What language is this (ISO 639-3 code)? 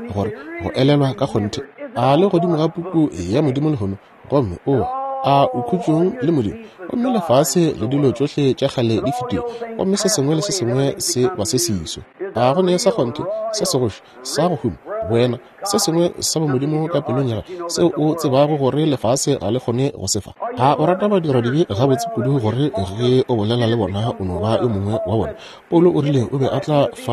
nso